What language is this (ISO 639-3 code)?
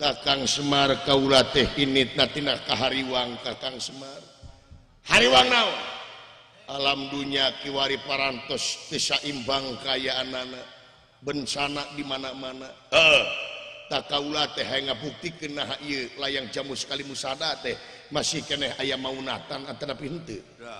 sun